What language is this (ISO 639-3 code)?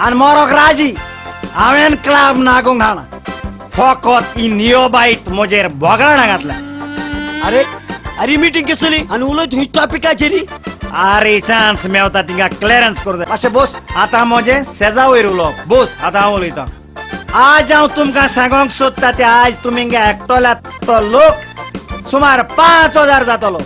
kok